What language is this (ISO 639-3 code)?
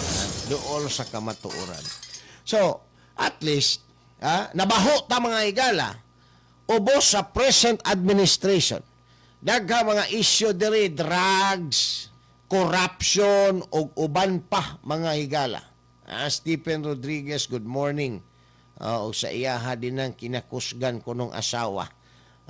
ceb